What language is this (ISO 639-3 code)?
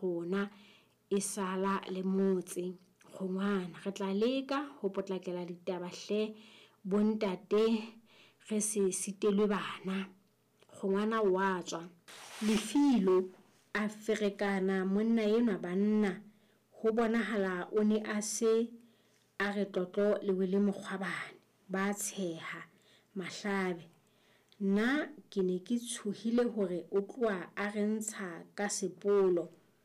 sot